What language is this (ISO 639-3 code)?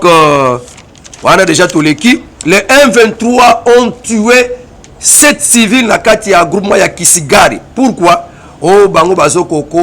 lin